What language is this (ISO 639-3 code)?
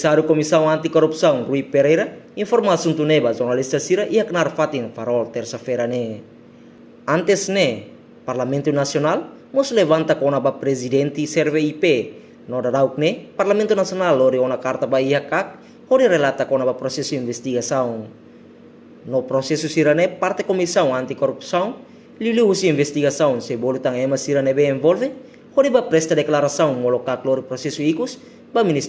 tet